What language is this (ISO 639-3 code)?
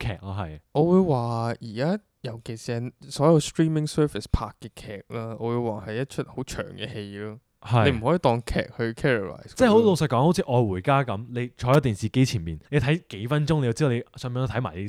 yue